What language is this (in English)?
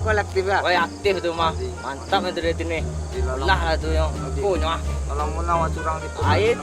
Minangkabau